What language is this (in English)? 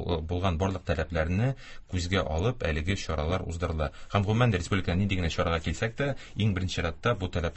Tatar